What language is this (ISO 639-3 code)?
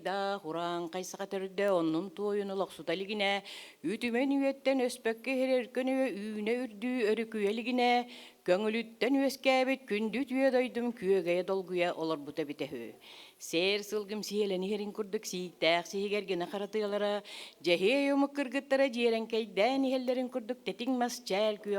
sah